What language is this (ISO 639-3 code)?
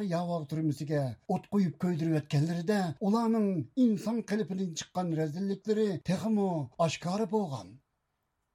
uig